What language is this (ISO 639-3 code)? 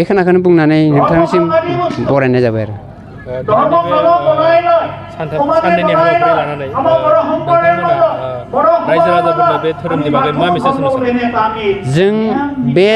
brx